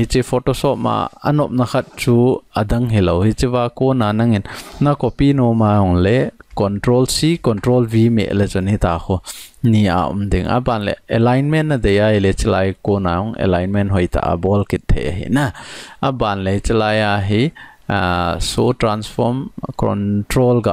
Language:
Thado Chin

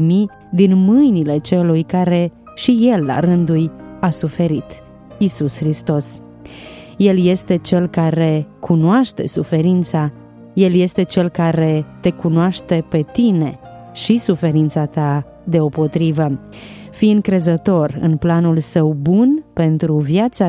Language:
Romanian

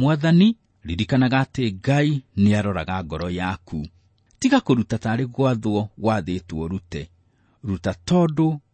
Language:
Kikuyu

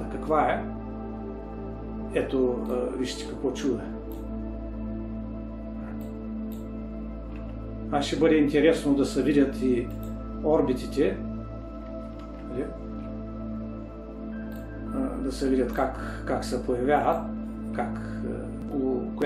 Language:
Bulgarian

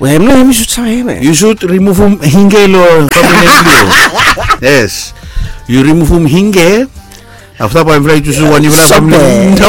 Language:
Bislama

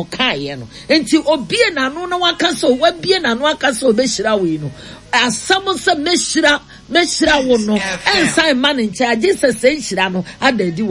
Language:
Akan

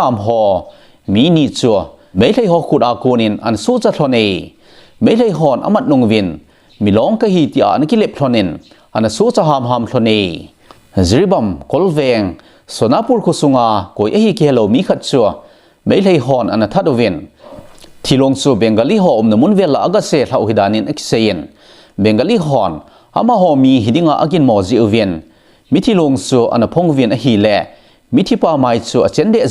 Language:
Thado Chin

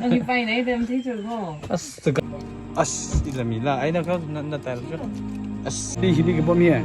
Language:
Tangkhul Naga (India)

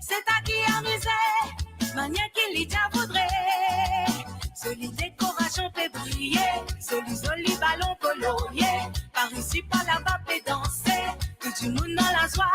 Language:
Morisyen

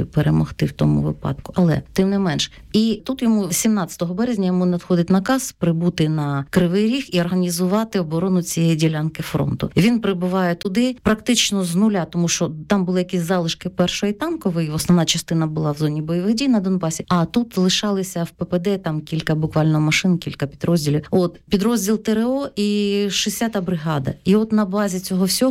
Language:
Ukrainian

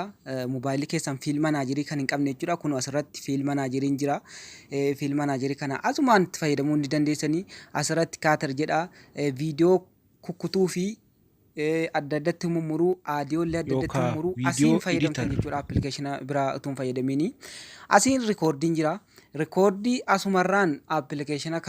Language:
Oromo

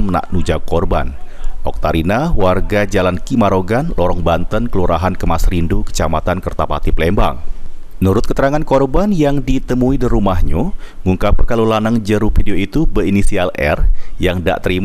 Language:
Musi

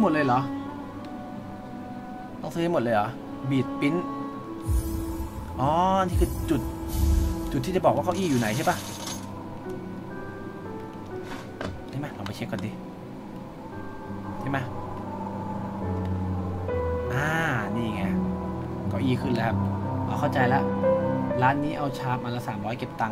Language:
Thai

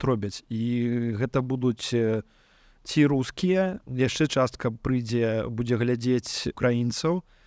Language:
Belarusian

